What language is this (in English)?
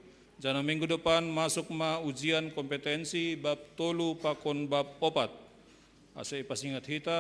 Batak Simalungun